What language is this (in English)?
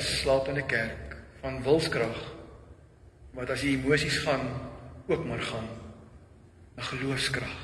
Afrikaans